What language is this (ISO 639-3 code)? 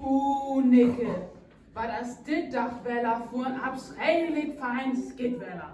frr